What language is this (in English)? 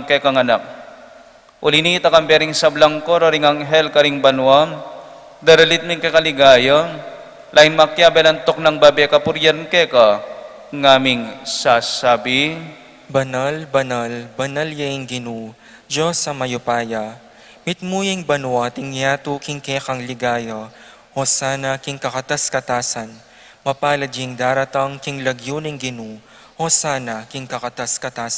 Pampanga